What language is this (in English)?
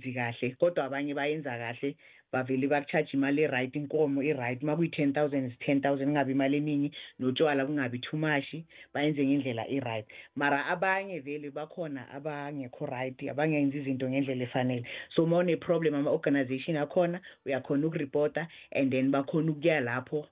South Ndebele